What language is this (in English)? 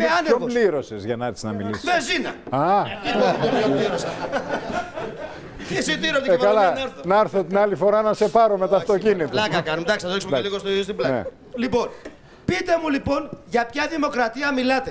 Greek